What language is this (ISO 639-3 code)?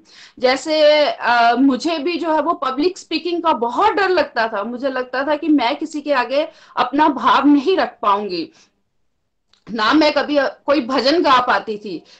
hin